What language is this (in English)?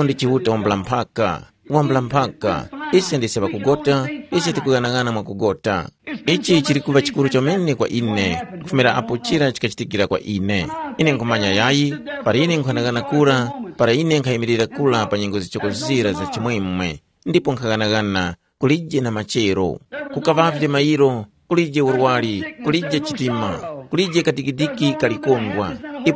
Tumbuka